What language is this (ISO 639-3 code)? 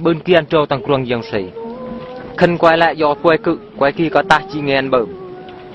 bru